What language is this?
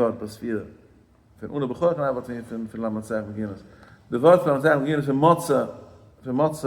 Yiddish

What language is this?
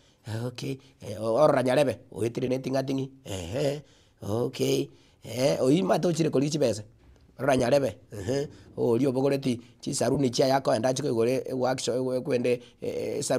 Gusii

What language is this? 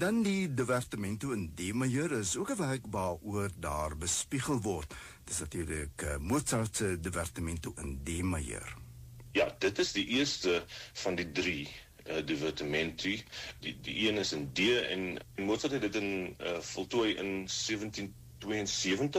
Afrikaans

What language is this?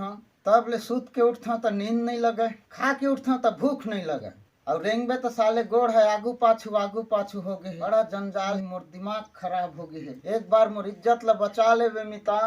Chhattisgarhi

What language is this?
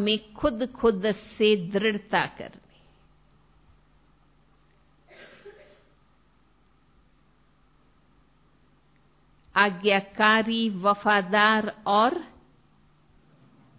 Hindi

